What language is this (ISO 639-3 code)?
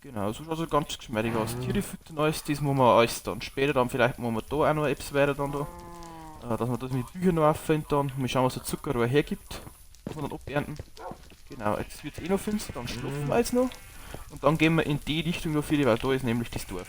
bar